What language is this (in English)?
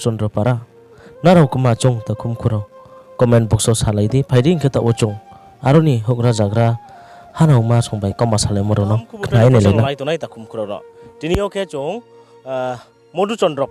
Riang (India)